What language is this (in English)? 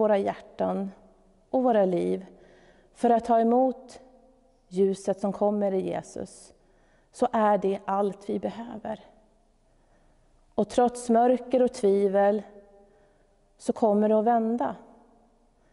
Swedish